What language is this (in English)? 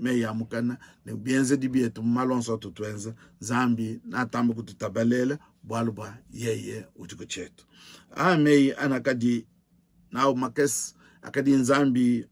Luba-Lulua